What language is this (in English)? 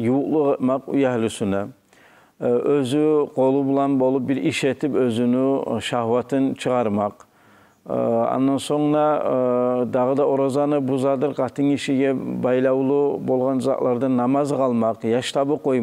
Kumyk